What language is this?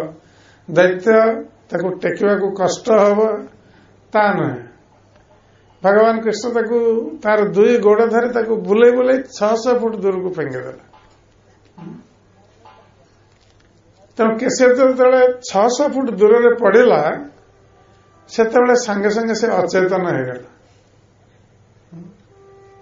Odia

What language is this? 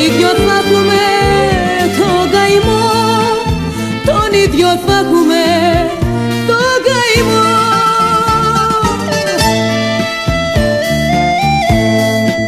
Greek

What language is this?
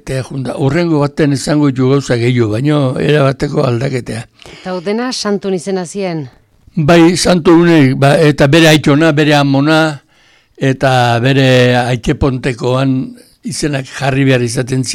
Basque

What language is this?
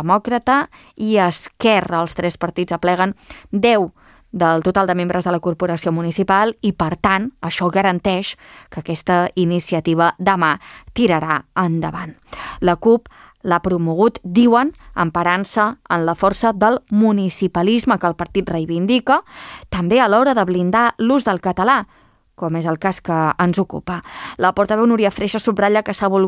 Catalan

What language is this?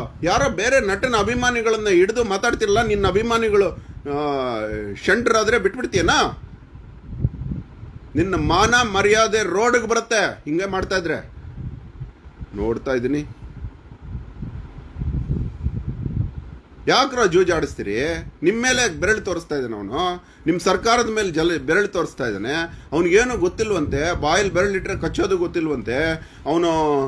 Kannada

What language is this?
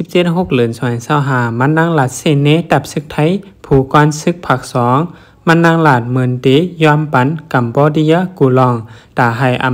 Shan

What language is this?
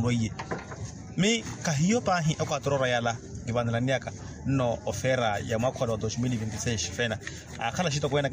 Makhuwa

